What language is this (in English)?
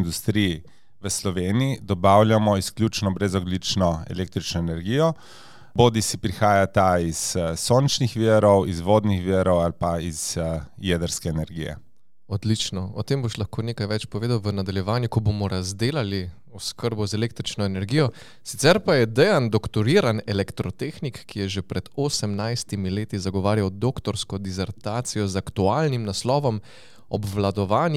Slovenian